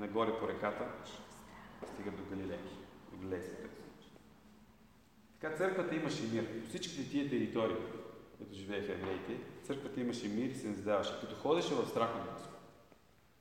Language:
Bulgarian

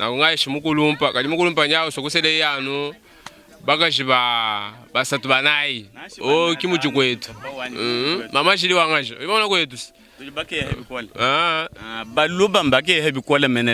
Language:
Luba-Lulua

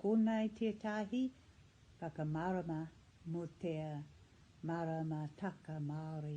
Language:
Māori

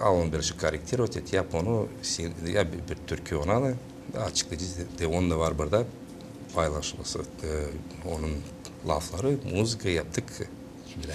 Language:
Gagauz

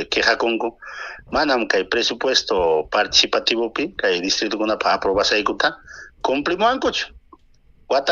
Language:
Ayacucho Quechua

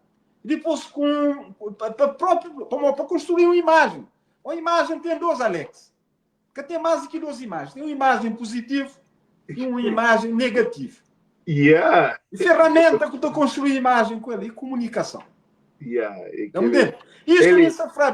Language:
Kabuverdianu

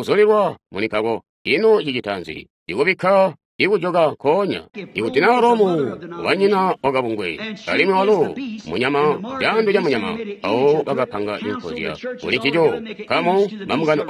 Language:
Tonga (Zambia)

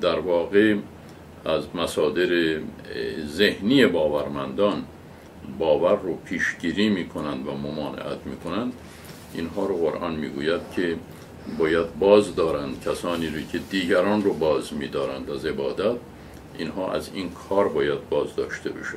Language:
Persian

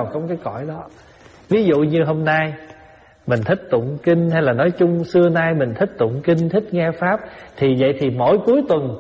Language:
Vietnamese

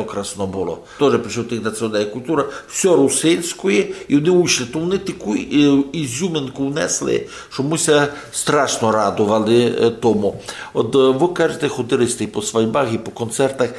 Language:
Rusyn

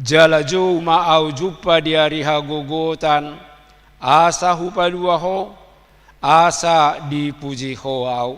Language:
Batak Toba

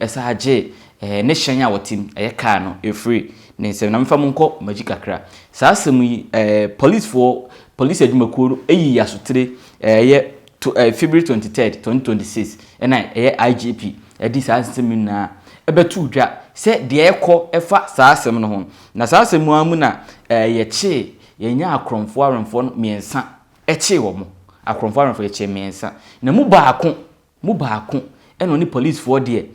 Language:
Akan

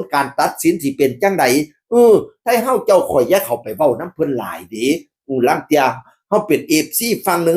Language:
Northeastern Thai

